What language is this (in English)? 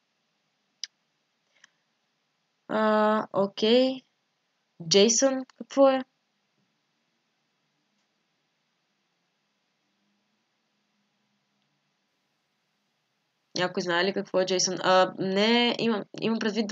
Bulgarian